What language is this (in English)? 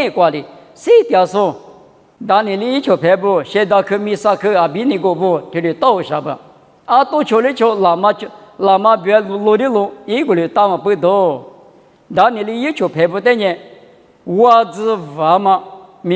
Lisu